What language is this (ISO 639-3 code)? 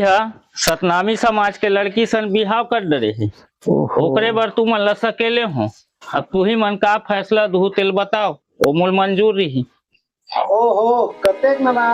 hne